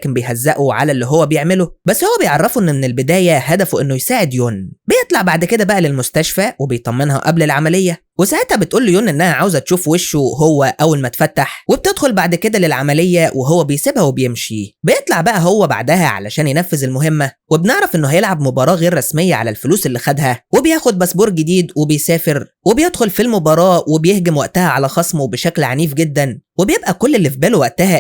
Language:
Egyptian Arabic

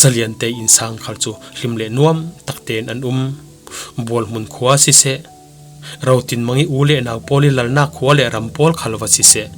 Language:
Falam Chin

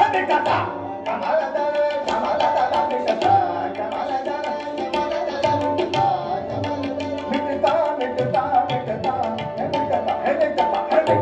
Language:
Kannada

